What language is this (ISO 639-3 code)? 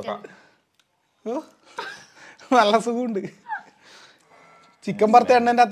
mal